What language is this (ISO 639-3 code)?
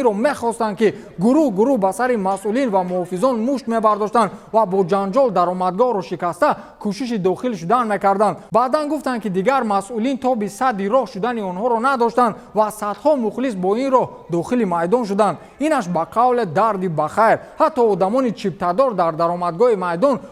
tgk